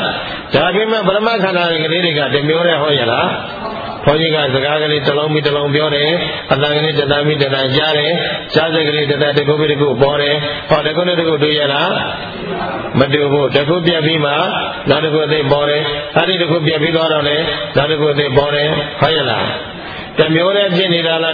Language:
Burmese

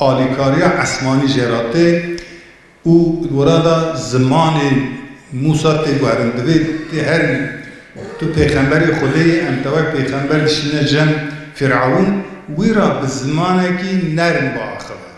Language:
Kurdish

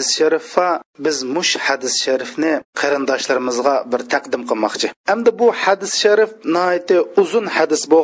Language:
Uyghur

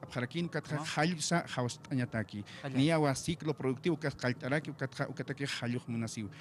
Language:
Aymara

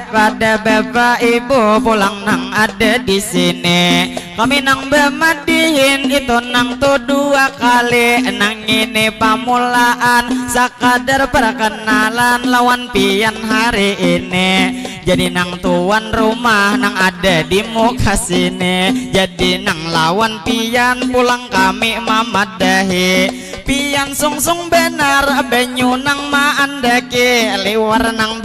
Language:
Banjar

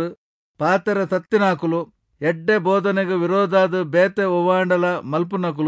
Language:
Tulu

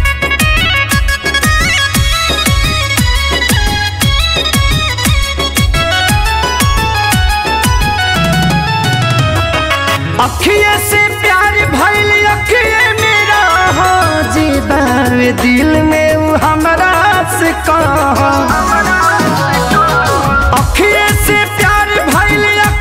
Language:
Bhojpuri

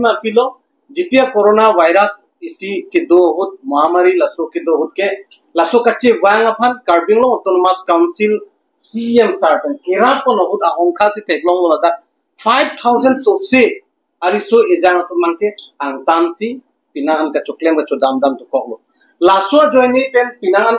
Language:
Karbi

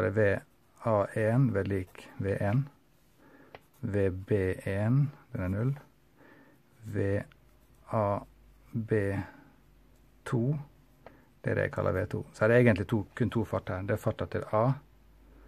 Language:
Norwegian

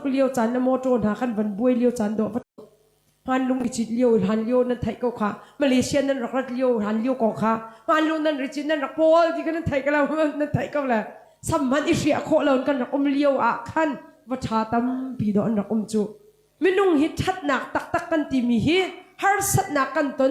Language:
Hakha Chin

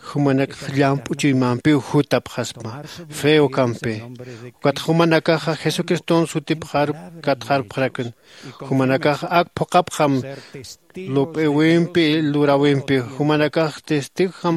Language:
Aymara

